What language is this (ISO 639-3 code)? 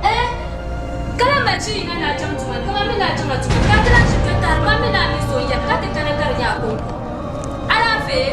dag